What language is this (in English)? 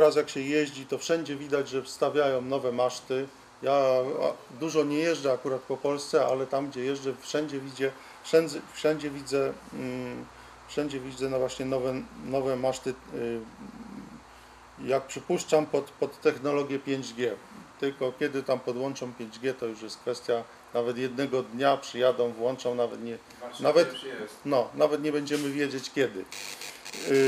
Polish